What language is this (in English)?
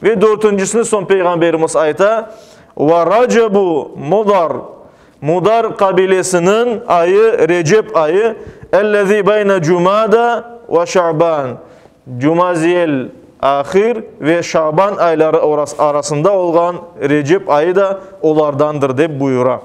Crimean Tatar